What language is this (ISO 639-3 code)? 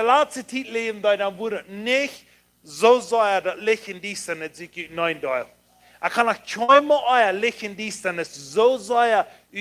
pdt